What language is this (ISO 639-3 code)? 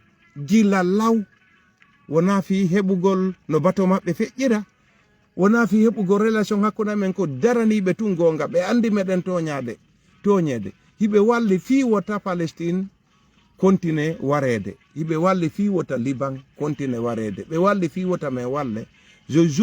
ful